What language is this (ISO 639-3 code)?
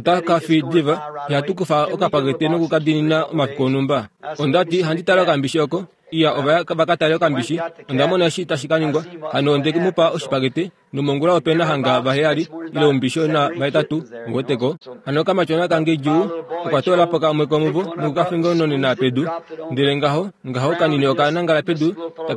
kua